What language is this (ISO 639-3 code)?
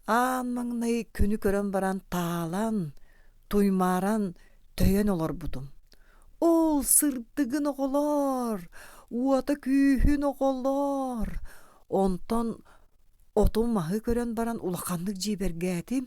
sah